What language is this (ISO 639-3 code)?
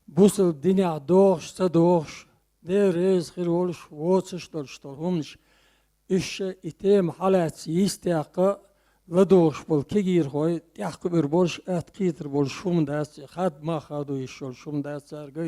che